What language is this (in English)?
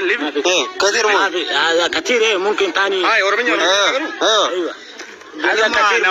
Oromo